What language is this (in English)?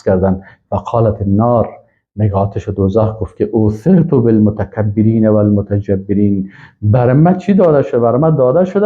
Persian